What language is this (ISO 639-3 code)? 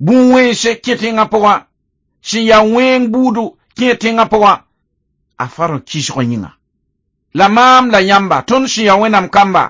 mos